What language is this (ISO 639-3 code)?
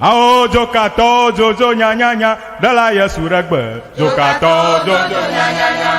ewe